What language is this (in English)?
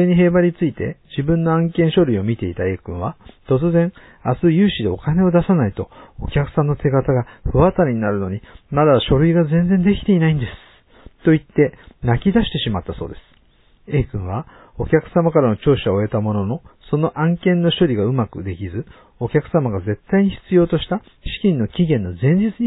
Japanese